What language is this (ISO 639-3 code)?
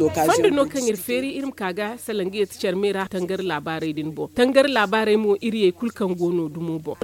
dje